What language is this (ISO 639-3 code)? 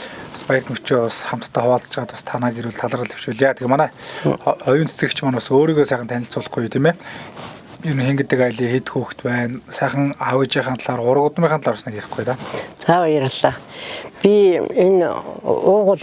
mon